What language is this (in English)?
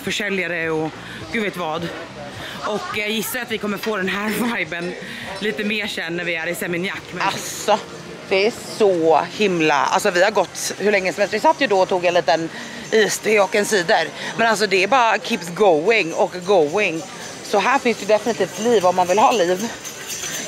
Swedish